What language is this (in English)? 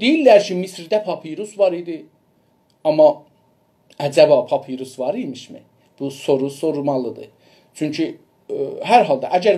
South Azerbaijani